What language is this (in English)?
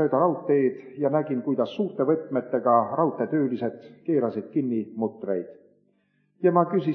Estonian